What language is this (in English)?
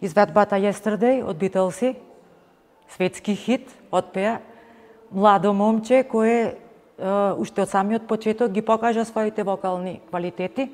Macedonian